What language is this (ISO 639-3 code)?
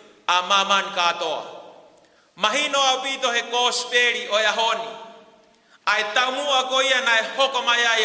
ton